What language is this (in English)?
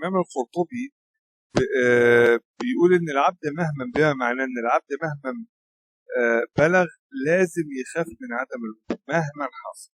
Egyptian Arabic